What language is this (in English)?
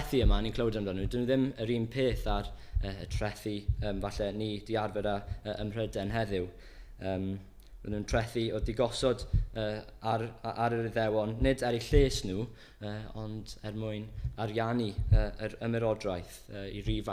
Welsh